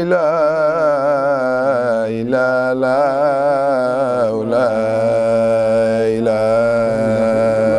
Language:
Wolof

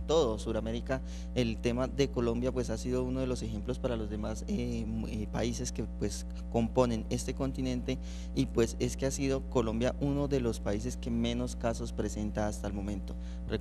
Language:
Spanish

